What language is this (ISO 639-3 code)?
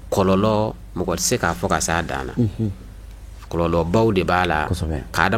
bam